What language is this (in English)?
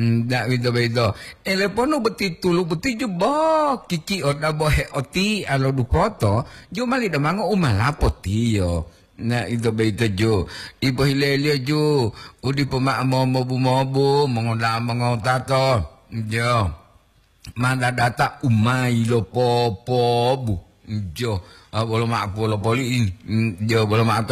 Gorontalo